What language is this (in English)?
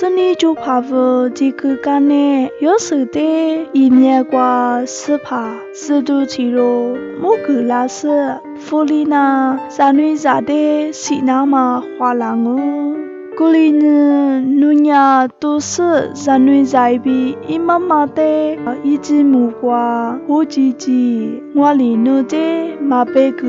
Lisu